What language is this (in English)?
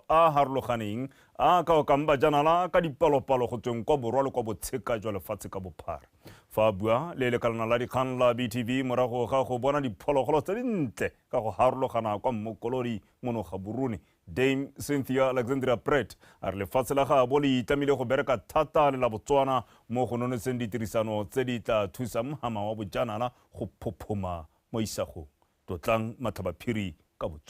Tswana